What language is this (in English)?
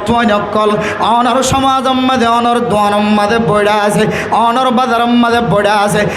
Rohingya